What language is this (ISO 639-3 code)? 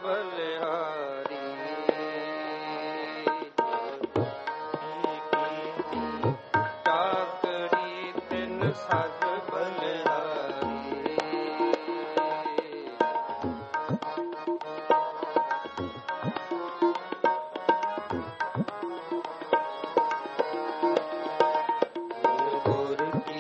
pan